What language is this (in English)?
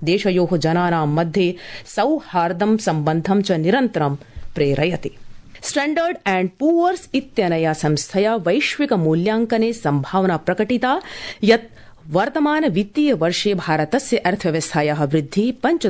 Sanskrit